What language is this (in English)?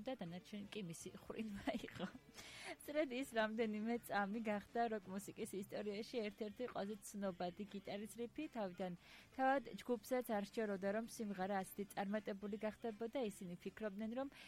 Georgian